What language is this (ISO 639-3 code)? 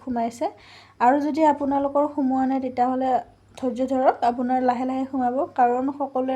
asm